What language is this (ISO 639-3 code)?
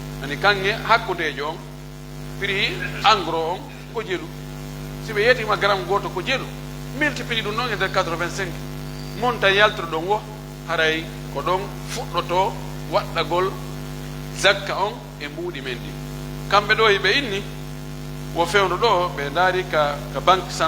fuf